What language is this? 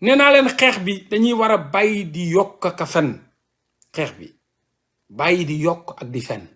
Wolof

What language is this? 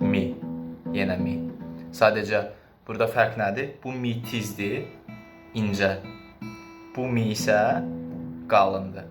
Azerbaijani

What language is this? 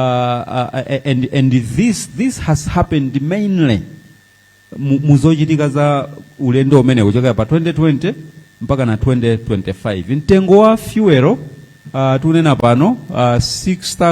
Nyanja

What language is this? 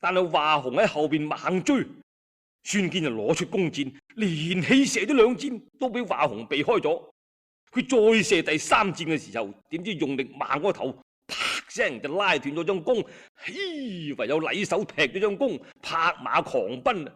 Cantonese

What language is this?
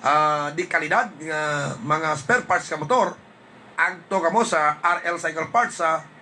Hiligaynon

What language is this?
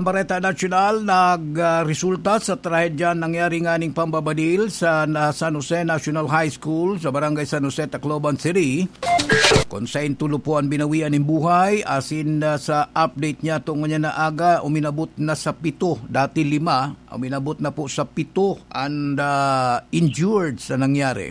Bikol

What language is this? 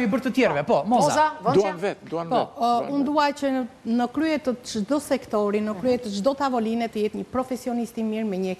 Albanian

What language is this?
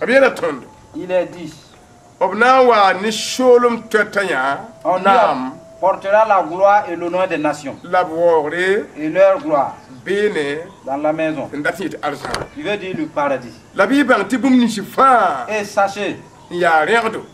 Mossi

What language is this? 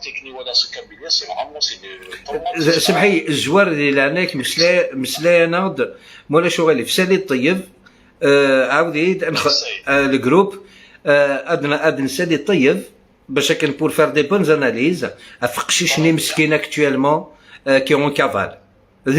Algerian Arabic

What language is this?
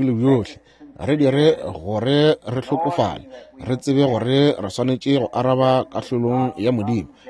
Northern Sotho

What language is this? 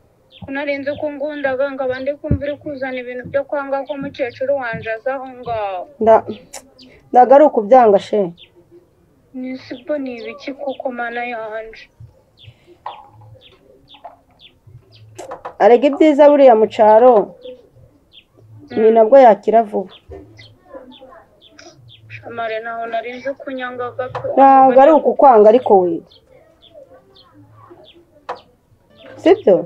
Kinyarwanda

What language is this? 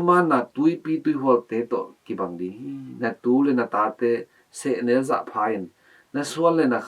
Tedim Chin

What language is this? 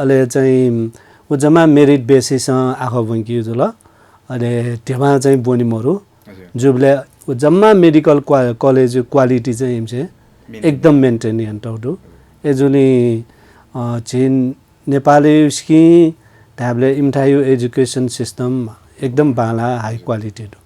Newari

